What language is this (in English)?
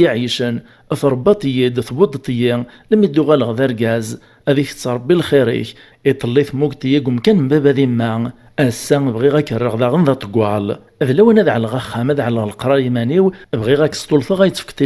Kabyle